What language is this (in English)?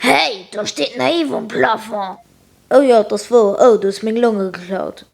Luxembourgish